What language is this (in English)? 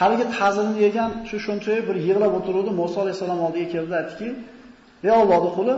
Uzbek